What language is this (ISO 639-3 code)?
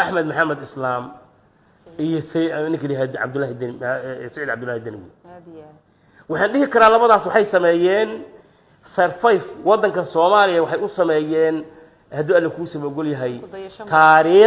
som